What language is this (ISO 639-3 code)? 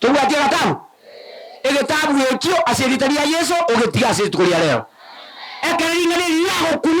guz